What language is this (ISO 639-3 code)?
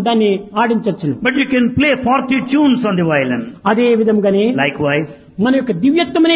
tel